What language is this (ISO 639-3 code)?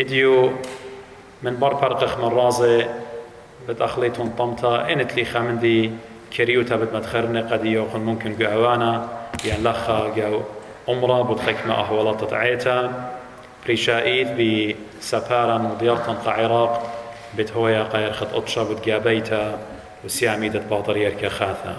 aii